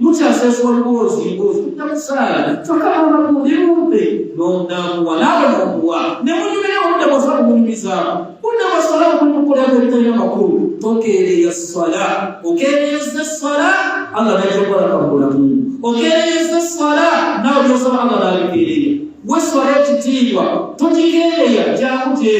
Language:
Ganda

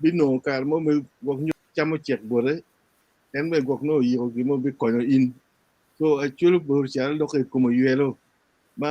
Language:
Acoli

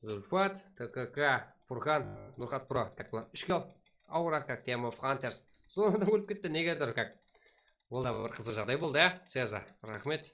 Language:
Kara-Kalpak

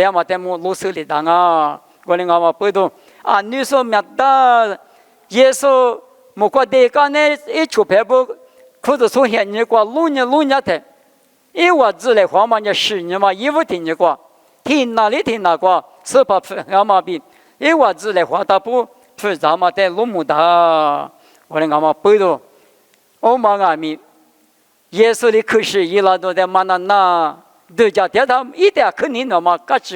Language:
Lisu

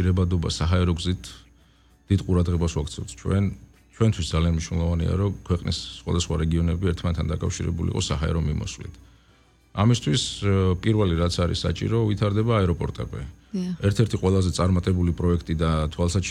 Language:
Georgian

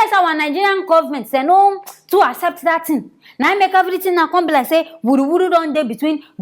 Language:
Nigerian Pidgin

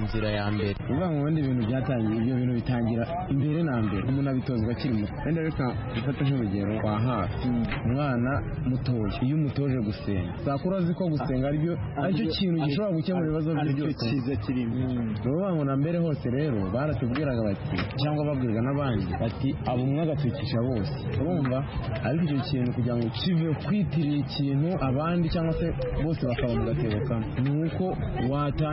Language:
Kinyarwanda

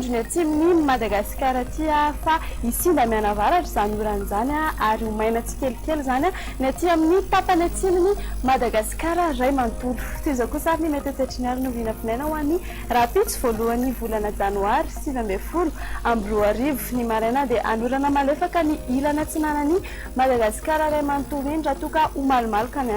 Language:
Malagasy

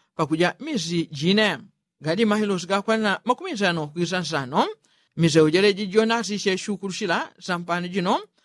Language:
Yao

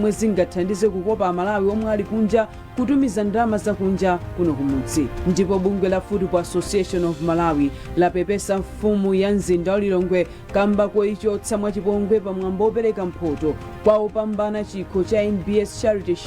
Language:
Nyanja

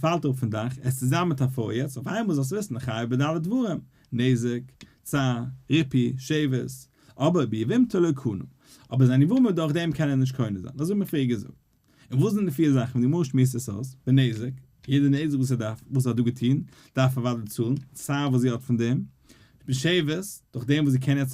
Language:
Yiddish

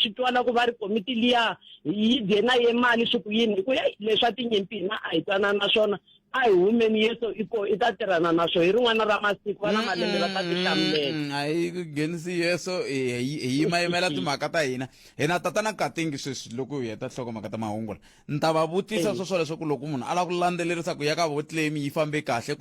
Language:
Tsonga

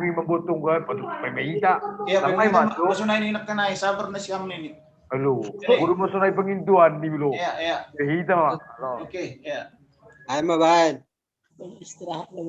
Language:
Batak Simalungun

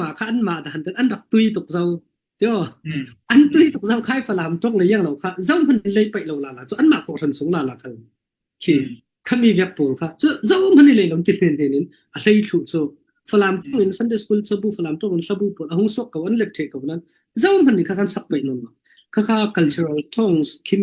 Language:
Falam Chin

